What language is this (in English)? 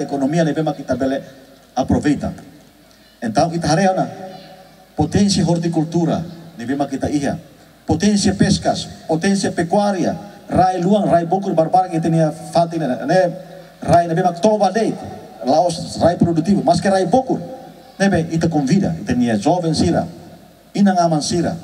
Tetum